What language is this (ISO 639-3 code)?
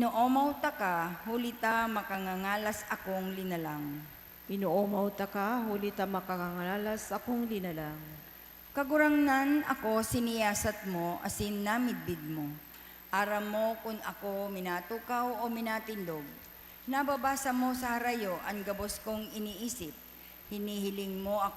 bik